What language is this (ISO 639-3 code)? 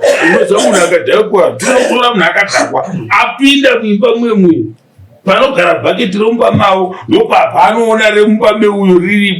sna